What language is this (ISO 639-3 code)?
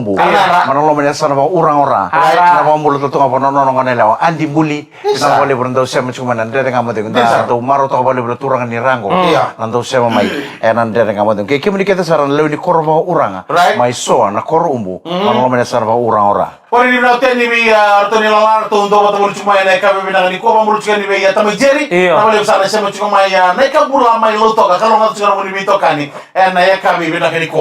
fij